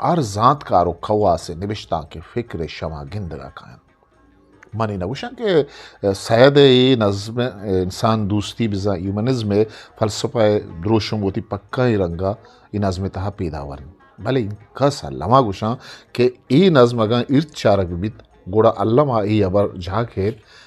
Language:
Eastern Balochi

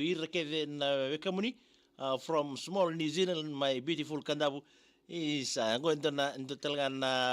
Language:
Fijian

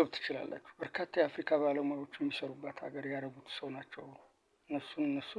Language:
Amharic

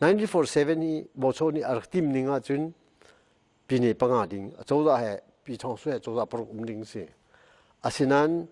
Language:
Hakha Chin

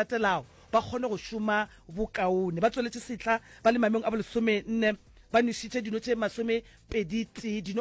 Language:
Northern Sotho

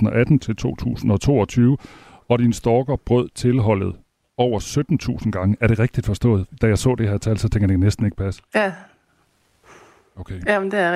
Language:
Danish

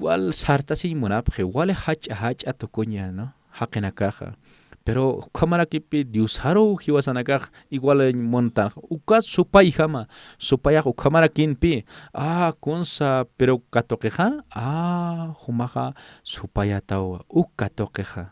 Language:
Aymara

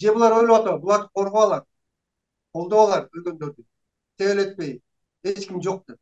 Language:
Kyrgyz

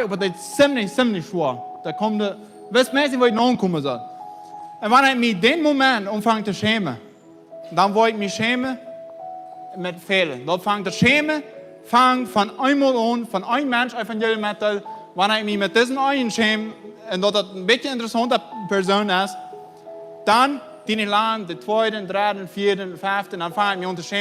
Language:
Plautdietsch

